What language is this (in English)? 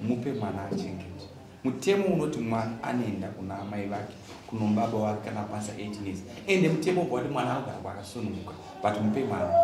Shona